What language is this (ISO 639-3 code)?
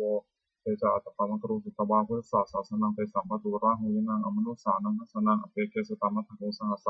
pli